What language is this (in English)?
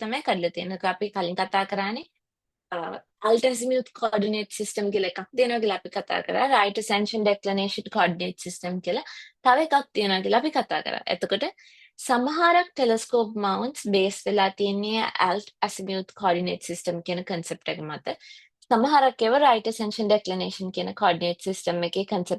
Sinhala